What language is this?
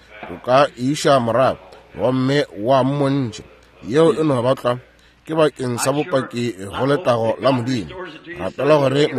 Northern Sotho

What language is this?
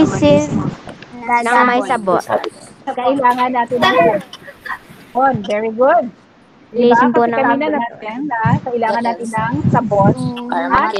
Filipino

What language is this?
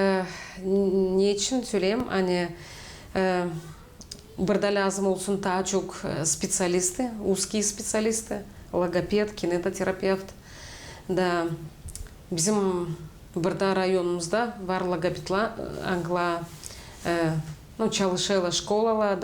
Gagauz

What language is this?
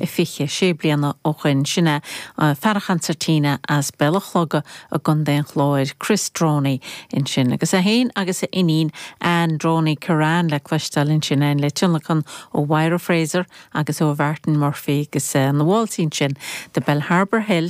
Irish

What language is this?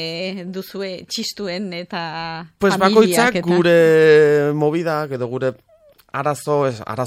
Basque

